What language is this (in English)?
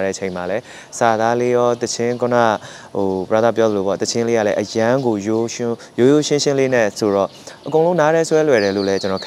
Burmese